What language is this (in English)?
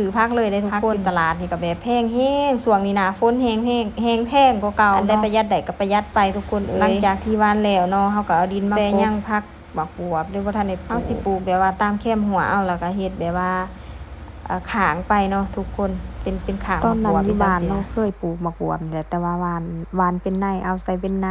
Lao